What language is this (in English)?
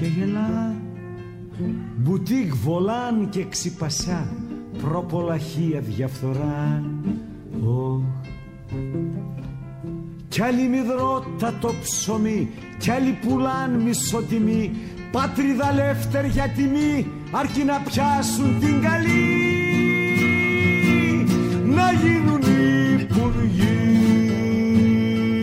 Greek